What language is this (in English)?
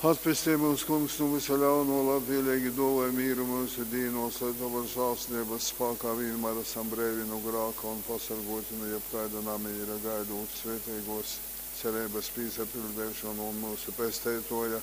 Latgalian